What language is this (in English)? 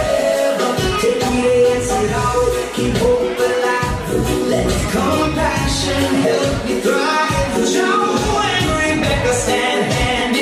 Gilbertese